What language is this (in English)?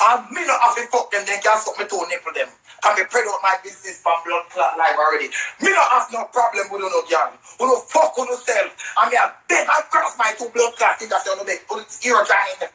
Jamaican Creole English